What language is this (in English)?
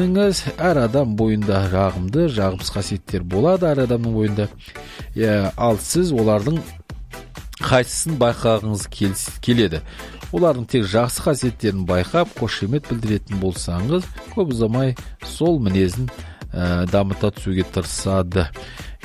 Kazakh